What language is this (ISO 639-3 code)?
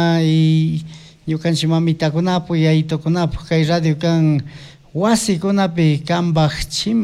qug